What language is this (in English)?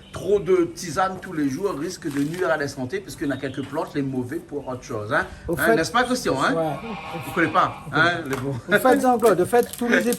Réunion Creole French